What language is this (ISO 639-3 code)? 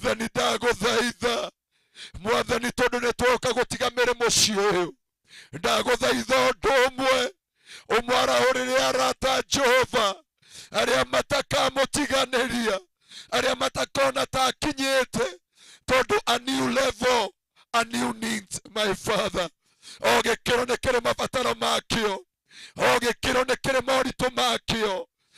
kik